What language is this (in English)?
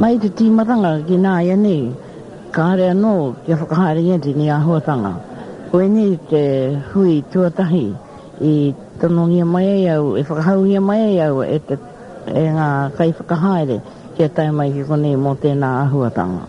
Māori